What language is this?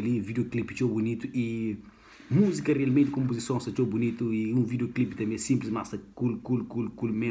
Kabuverdianu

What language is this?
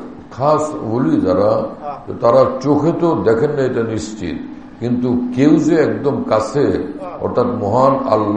Bangla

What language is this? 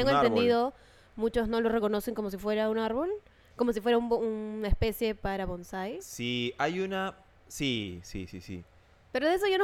Spanish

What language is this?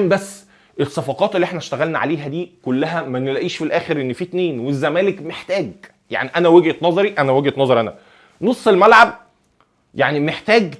Egyptian Arabic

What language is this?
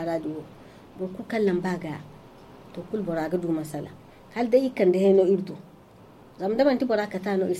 Zarma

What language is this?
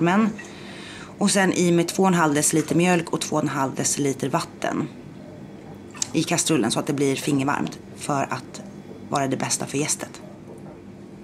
Swedish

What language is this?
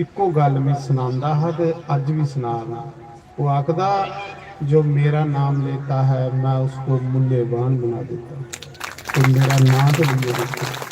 Dogri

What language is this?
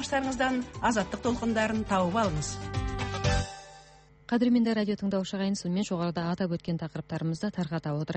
Kazakh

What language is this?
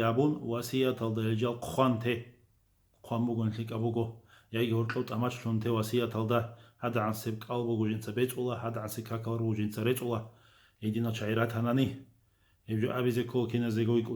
Avaric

